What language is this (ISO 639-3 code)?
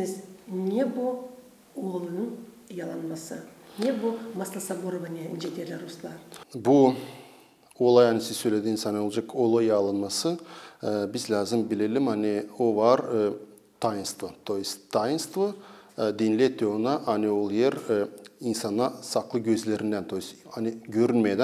gag